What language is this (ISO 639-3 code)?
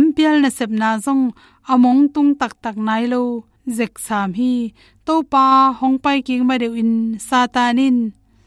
ctd